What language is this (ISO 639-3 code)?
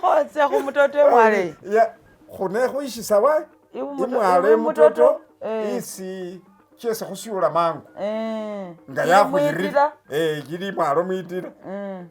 myx